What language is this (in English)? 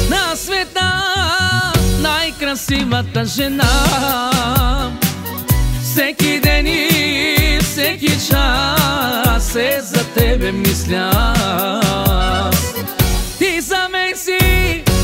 Bulgarian